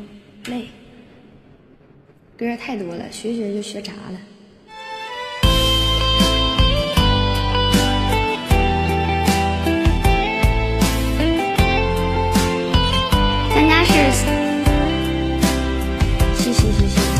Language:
Chinese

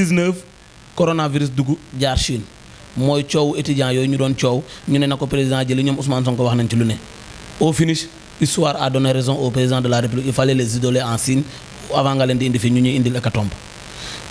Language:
Wolof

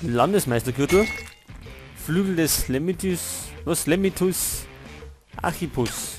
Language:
Bavarian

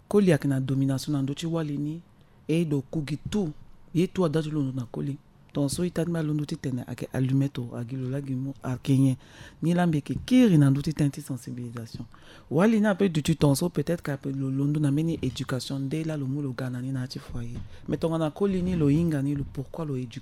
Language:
French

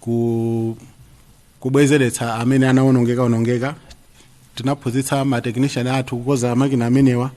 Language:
Nyanja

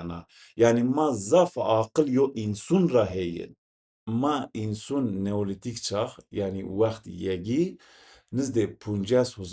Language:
Zaza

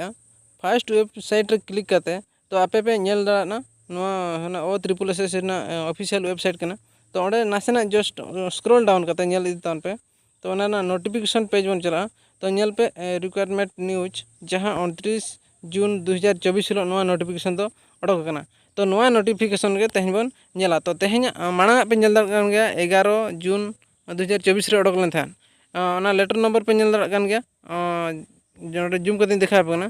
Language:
Santali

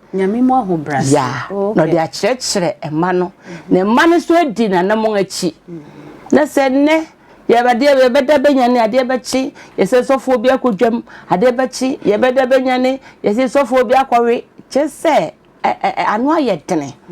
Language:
Akan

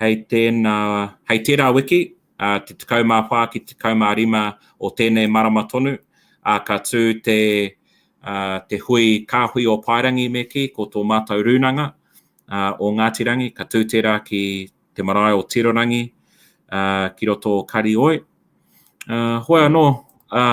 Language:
Māori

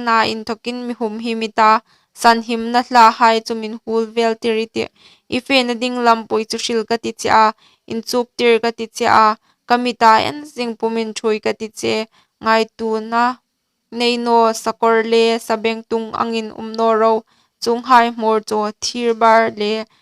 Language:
Hmar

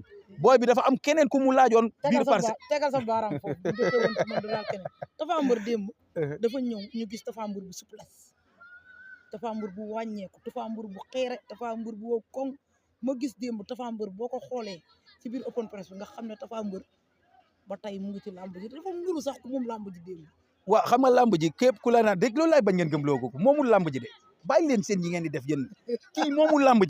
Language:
Wolof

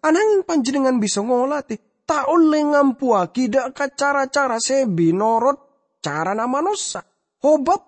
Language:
Madurese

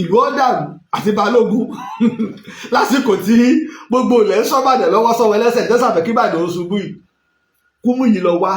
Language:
Yoruba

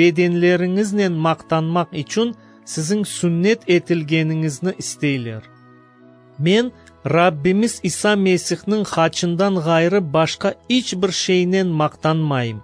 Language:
Crimean Tatar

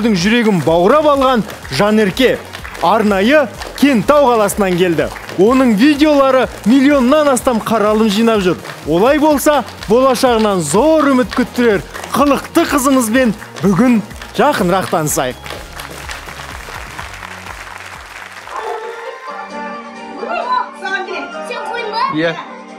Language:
Kazakh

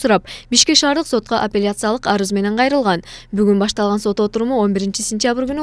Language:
Kyrgyz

